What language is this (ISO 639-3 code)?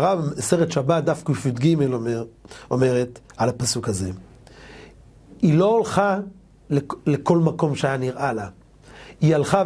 heb